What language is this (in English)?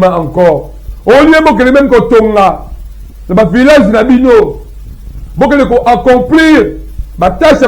Lingala